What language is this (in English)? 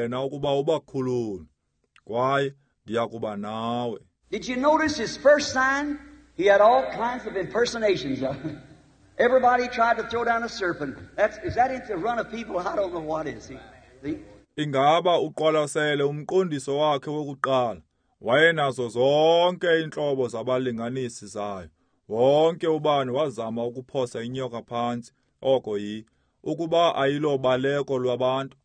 Xhosa